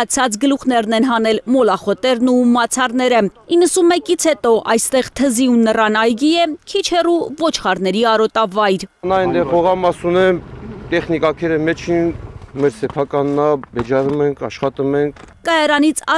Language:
Armenian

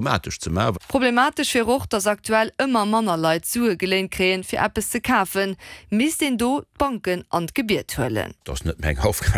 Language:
Luxembourgish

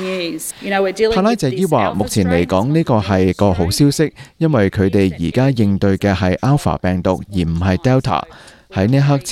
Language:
Cantonese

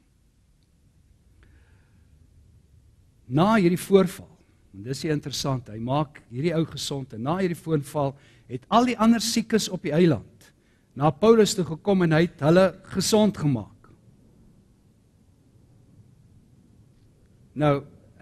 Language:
Afrikaans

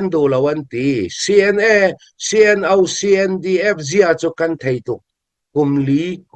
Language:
Hakha Chin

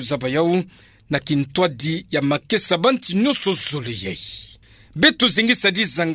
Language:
Kituba (Democratic Republic of Congo)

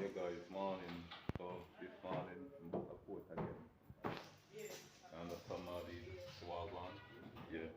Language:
Jamaican Creole English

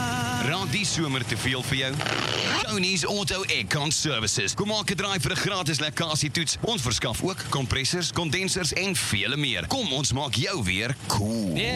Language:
Afrikaans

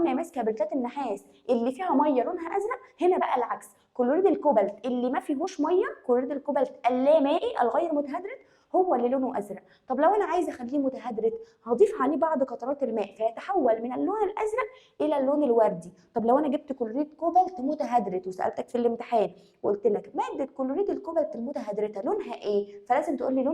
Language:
Egyptian Arabic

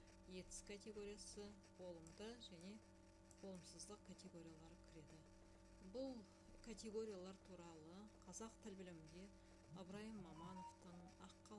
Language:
Kazakh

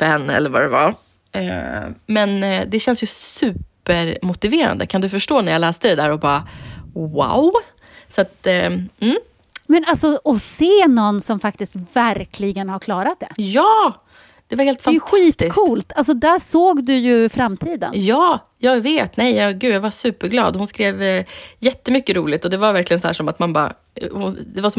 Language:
Swedish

